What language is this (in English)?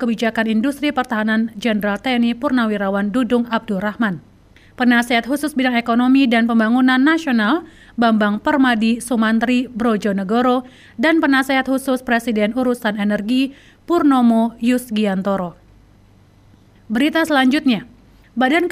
Indonesian